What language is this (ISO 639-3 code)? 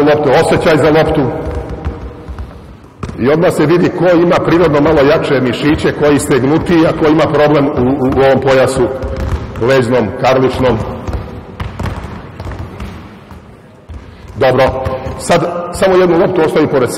srp